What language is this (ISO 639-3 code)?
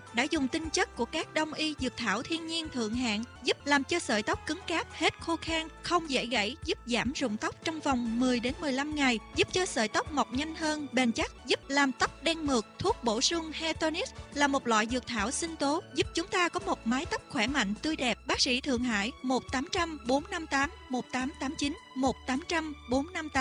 vie